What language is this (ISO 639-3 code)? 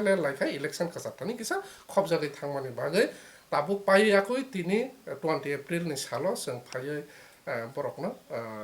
trp